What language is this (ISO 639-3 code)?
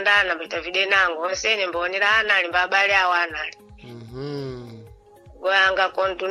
seh